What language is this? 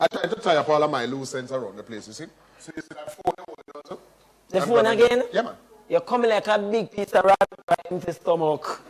Jamaican Creole English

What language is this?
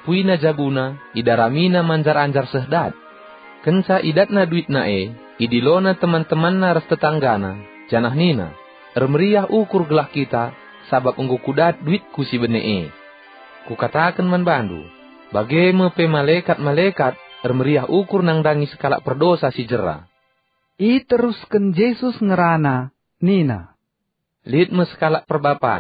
Batak Karo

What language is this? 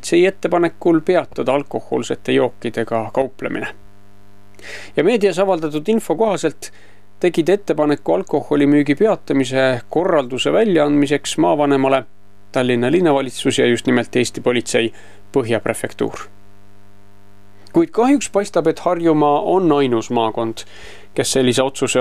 Estonian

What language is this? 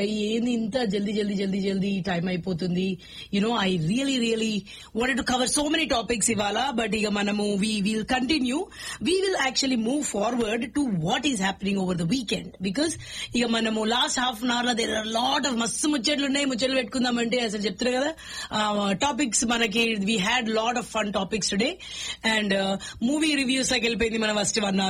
Telugu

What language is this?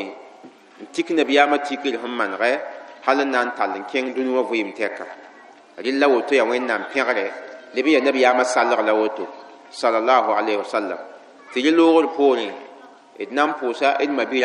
Mossi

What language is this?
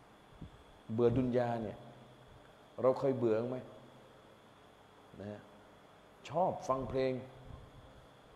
Thai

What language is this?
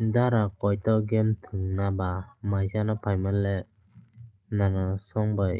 Kok Borok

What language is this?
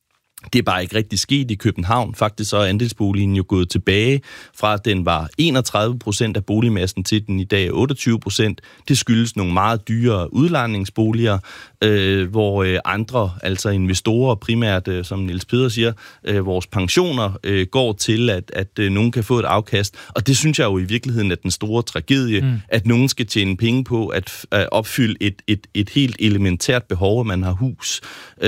Danish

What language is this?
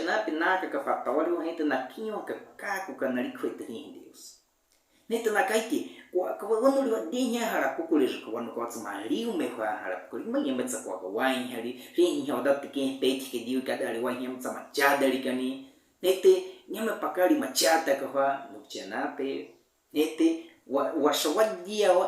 Baniwa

